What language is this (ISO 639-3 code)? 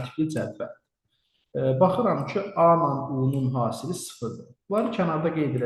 aze